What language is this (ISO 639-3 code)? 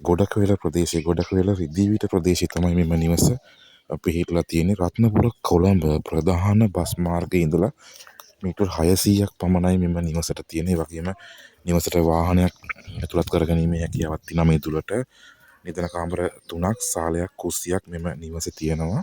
sin